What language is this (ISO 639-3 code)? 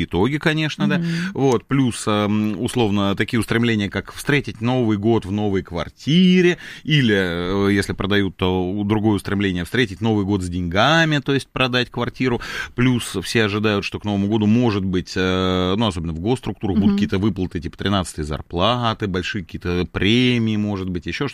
rus